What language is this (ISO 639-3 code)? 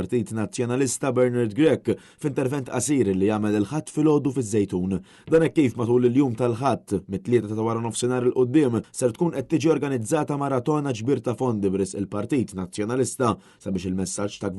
mlt